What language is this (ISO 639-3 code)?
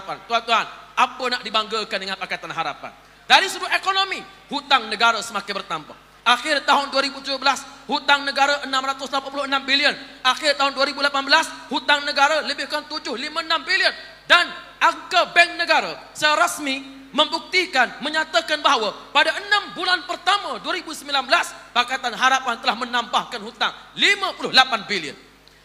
msa